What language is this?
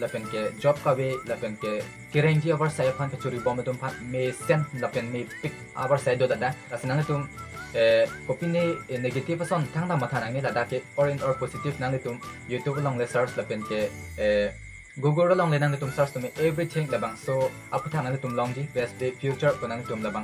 Karbi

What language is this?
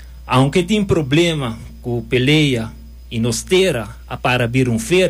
Papiamento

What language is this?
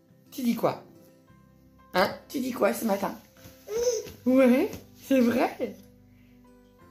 French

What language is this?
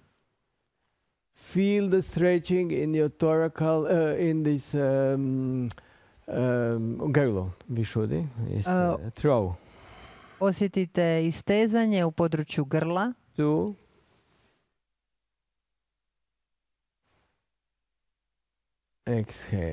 Croatian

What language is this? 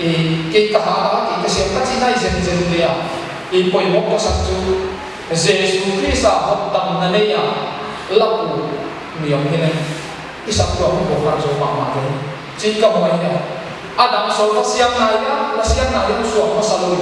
Paite Chin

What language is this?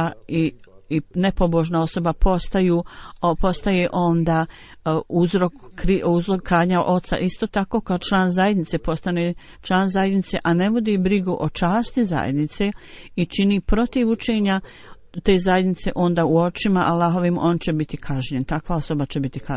Bosnian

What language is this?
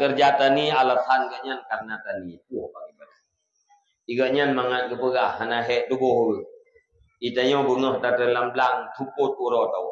Achinese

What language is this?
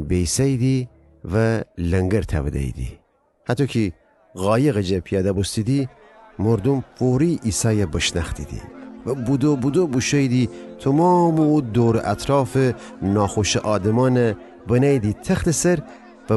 Gilaki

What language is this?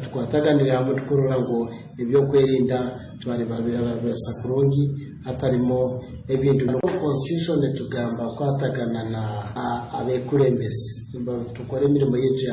Nyoro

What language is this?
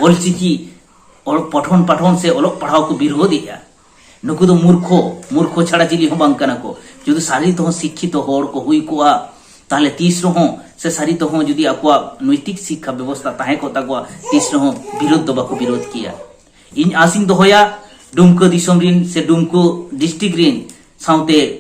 Santali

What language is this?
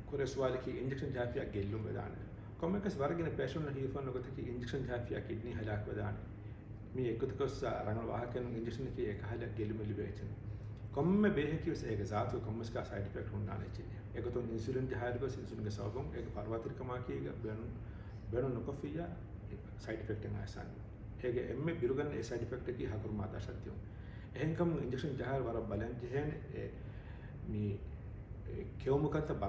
Divehi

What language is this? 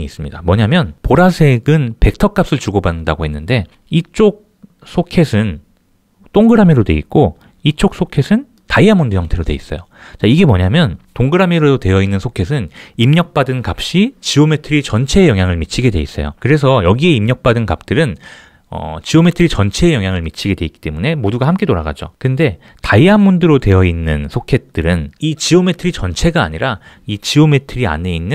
Korean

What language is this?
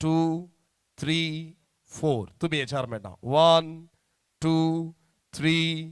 Konkani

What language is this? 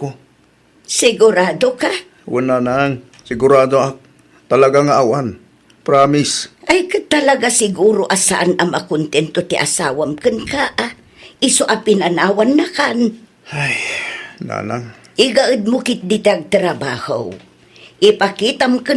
Iloko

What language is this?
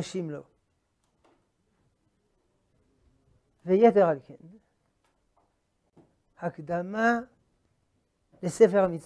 Hebrew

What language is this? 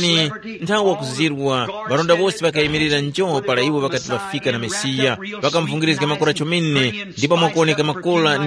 Tumbuka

